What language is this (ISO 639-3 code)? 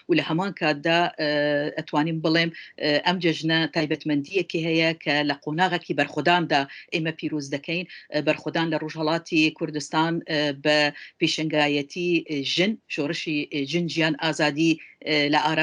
ckb